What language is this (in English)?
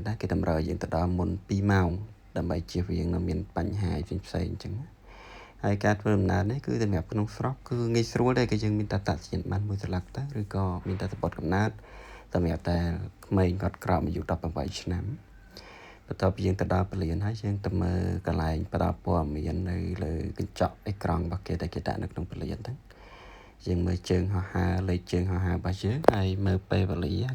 Khmer